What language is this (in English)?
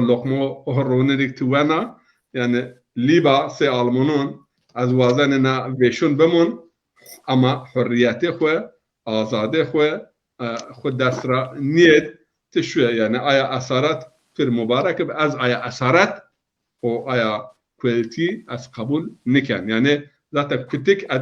Zaza